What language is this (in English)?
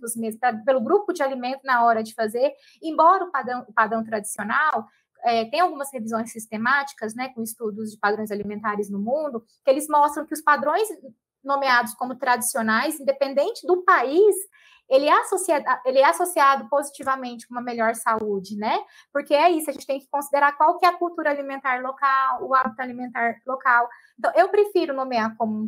Portuguese